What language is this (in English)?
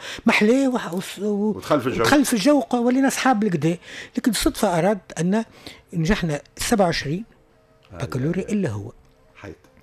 Tunisian Arabic